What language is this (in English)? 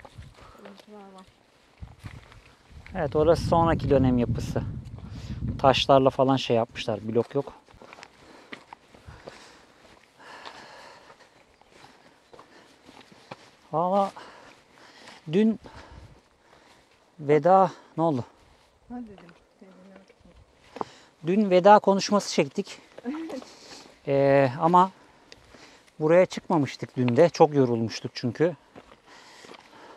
Turkish